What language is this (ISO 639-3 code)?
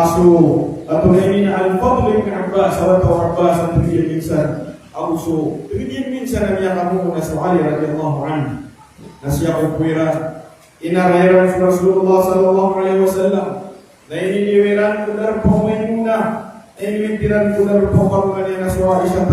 mrw